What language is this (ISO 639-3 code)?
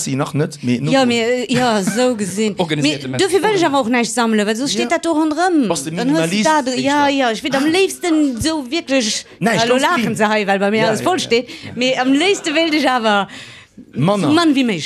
ltz